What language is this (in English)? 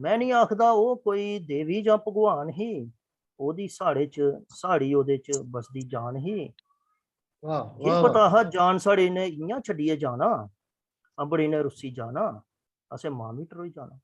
Dogri